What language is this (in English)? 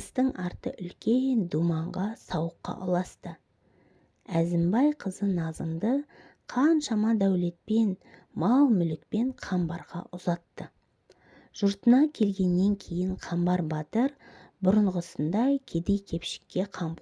Kazakh